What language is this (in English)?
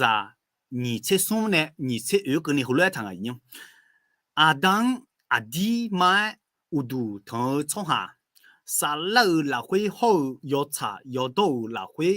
Akha